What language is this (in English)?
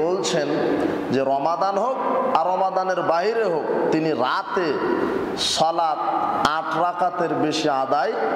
Bangla